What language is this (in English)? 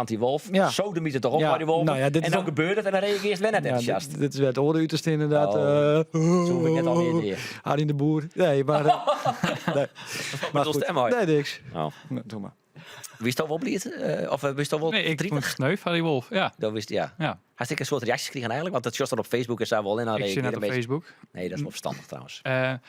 Western Frisian